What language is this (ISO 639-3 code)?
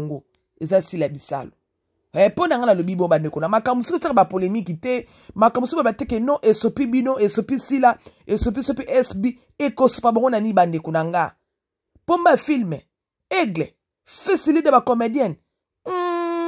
lin